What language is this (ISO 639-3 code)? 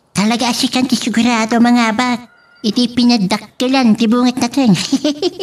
ilo